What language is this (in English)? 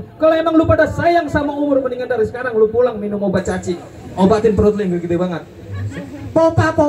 Betawi